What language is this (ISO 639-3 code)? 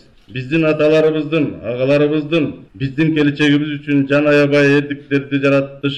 kir